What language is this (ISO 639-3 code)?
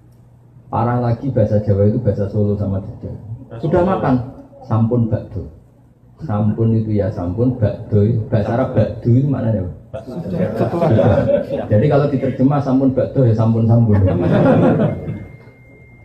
ind